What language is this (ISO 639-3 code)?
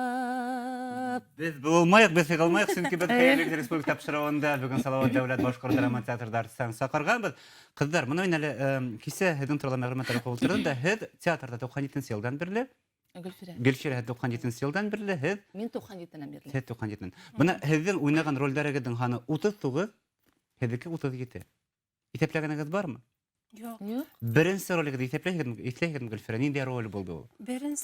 bak